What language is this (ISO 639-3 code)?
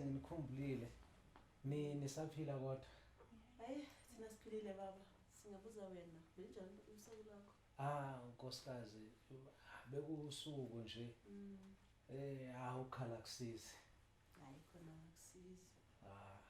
zul